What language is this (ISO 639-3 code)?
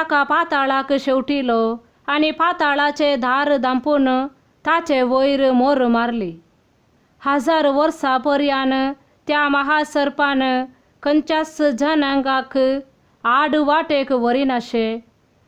kok